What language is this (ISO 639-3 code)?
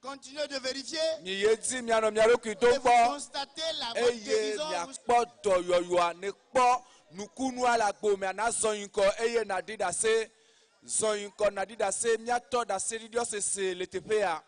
ewe